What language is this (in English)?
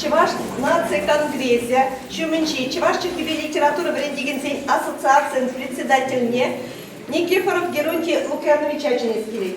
Chuvash